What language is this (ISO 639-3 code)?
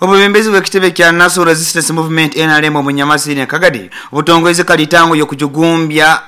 nyo